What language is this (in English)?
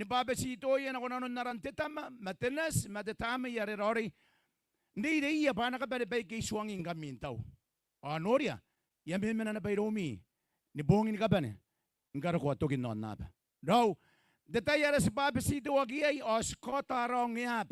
Gilbertese